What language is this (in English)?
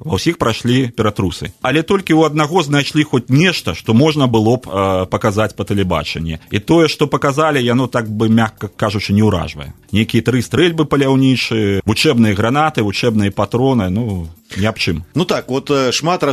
Belarusian